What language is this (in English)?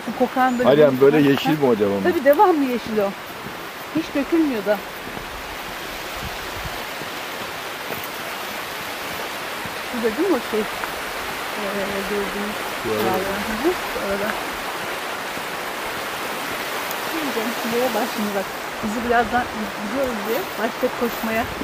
Turkish